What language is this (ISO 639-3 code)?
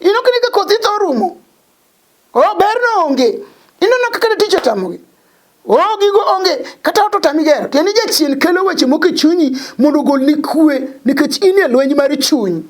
luo